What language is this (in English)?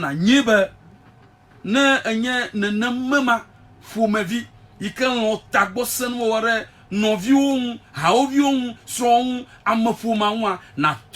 Ewe